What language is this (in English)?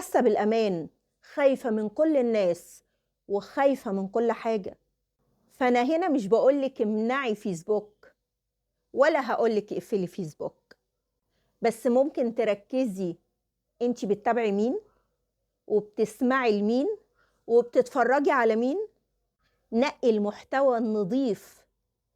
Egyptian Arabic